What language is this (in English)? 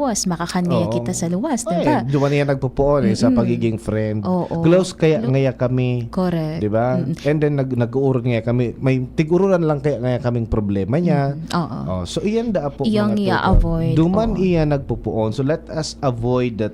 Bikol